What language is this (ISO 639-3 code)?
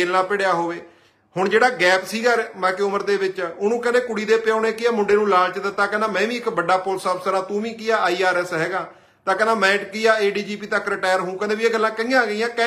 pan